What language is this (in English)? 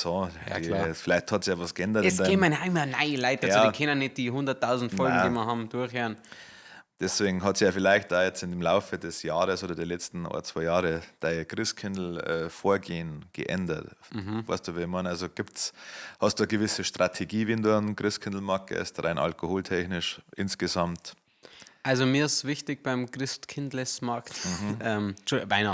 Bavarian